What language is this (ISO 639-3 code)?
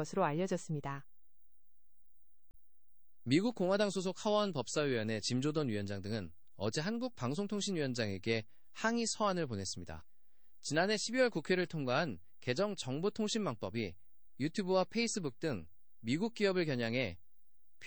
kor